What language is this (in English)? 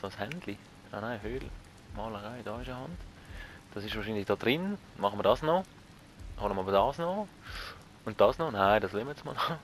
Swiss German